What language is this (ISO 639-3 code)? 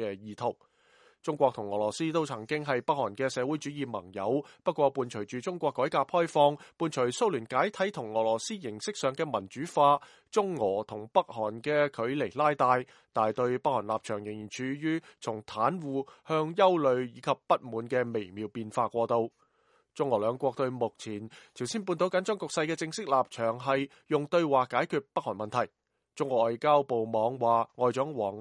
yue